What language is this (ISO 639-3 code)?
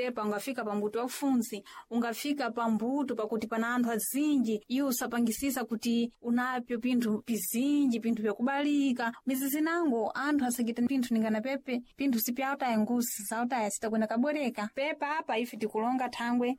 seh